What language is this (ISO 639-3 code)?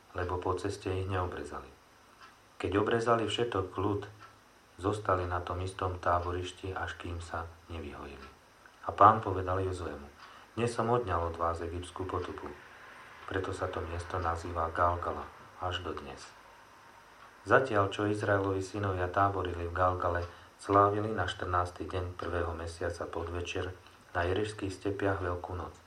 slk